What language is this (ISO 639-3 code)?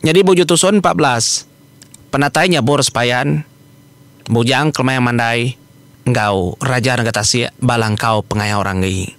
iba